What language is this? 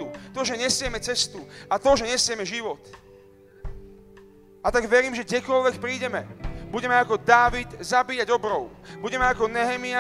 Slovak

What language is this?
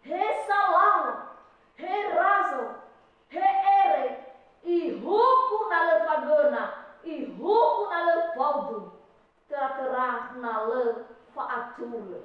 Nias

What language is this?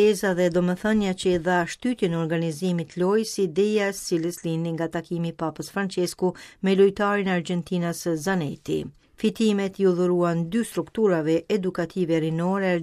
Albanian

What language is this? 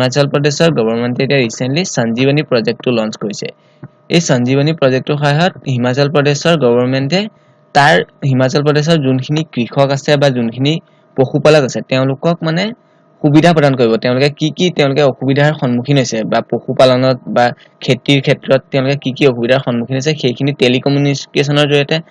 Assamese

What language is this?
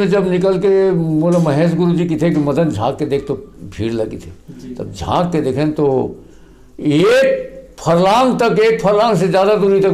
Chhattisgarhi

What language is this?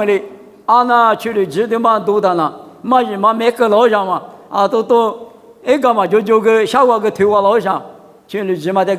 Lisu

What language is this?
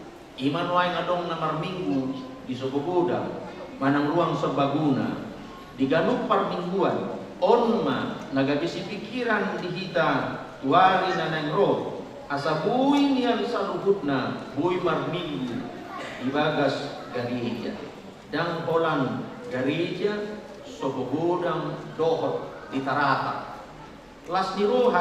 Batak Toba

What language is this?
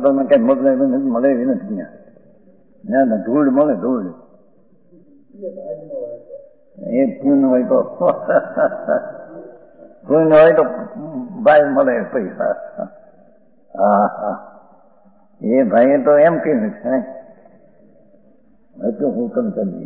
Gujarati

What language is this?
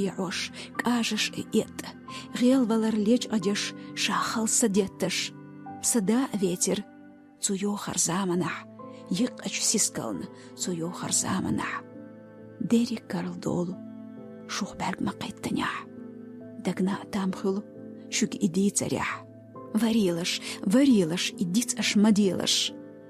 Chechen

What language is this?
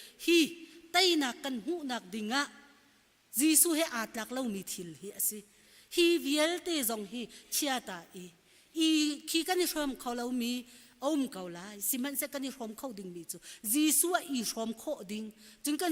Hakha Chin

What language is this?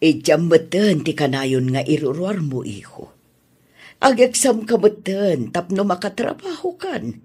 Iloko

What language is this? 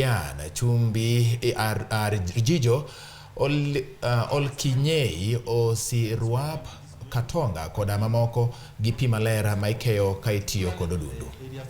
Luo (Kenya and Tanzania)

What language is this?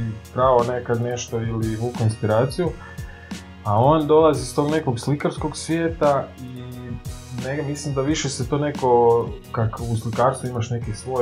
Croatian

